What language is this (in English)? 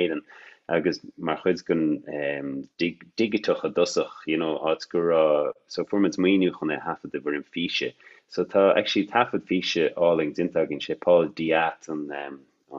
Irish